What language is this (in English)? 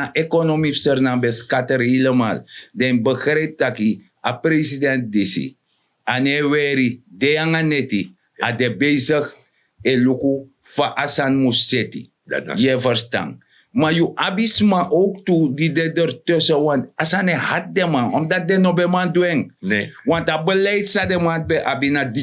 Sranan Tongo